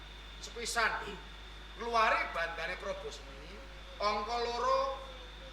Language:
Javanese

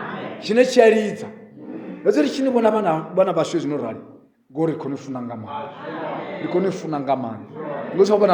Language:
Venda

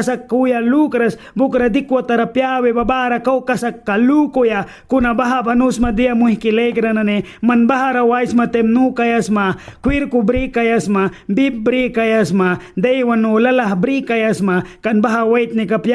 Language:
Mískito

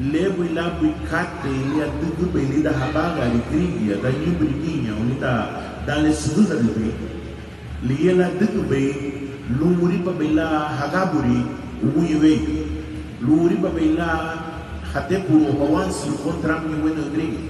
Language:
Garifuna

